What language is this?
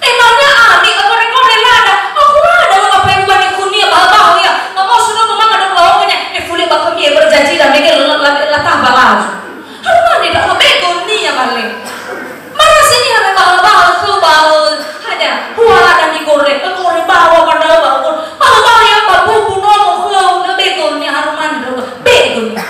Nias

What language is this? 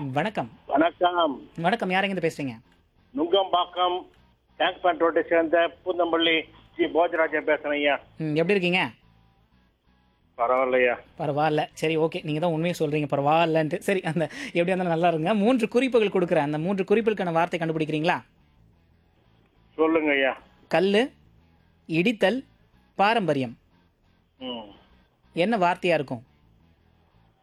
Tamil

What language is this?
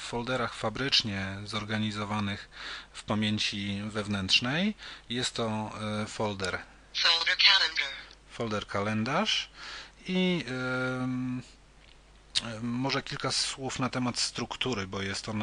Polish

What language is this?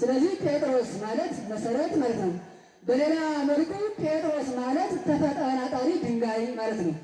Amharic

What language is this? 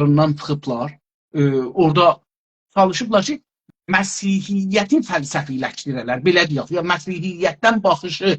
South Azerbaijani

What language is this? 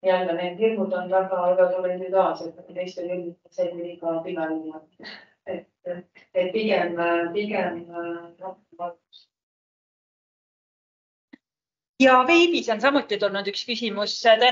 Estonian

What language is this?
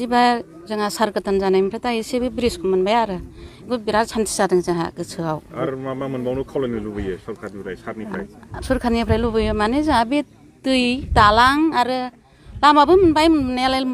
Bodo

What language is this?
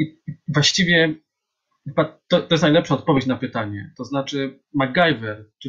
Polish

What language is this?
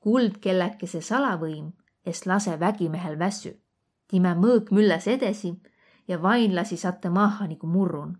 Võro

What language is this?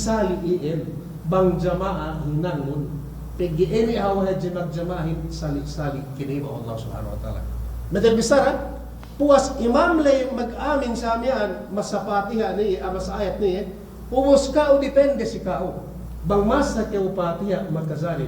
Yakan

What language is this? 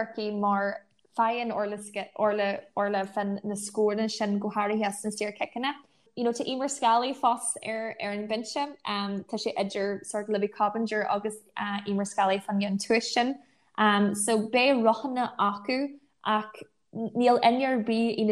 Irish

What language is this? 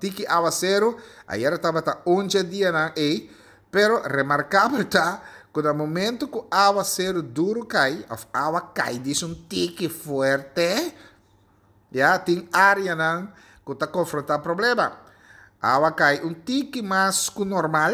Papiamento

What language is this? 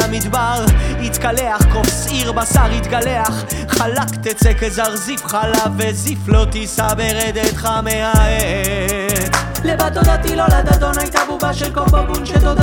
Hebrew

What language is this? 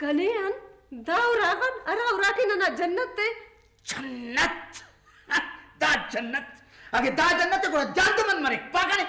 Brahui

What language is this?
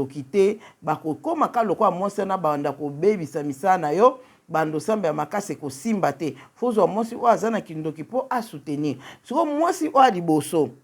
Lingala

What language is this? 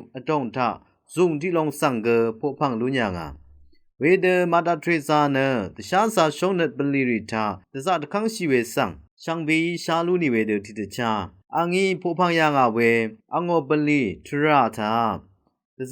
Rawang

